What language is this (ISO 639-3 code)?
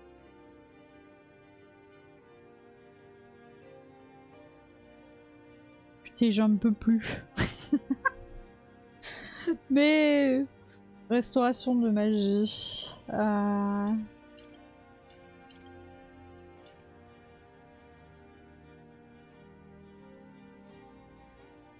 fra